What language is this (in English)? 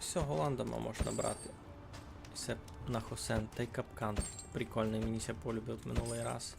Rusyn